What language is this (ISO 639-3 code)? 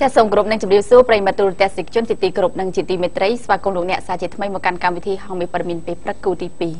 khm